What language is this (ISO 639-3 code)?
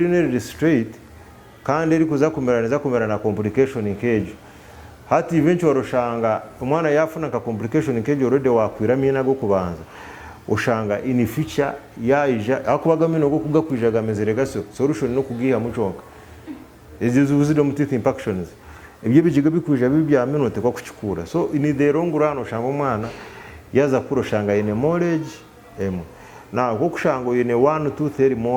nyn